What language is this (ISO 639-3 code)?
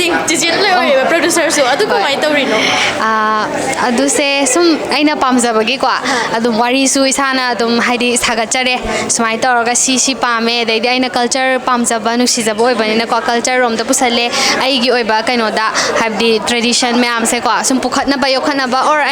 mni